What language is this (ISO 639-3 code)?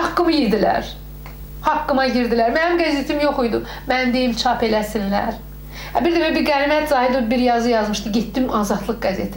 aze